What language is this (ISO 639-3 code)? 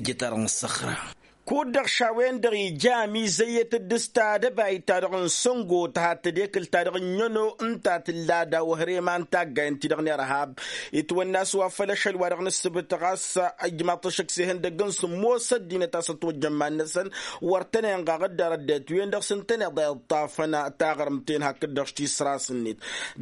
taq